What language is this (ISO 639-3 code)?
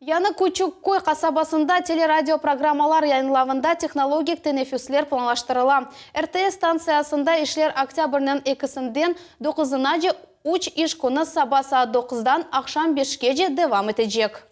crh